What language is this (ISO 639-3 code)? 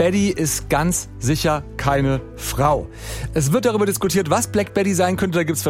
deu